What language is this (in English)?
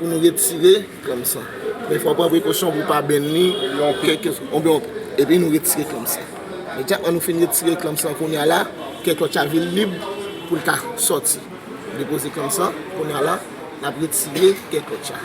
Haitian Creole